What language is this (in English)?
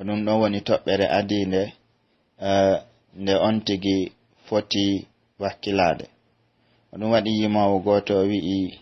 Pular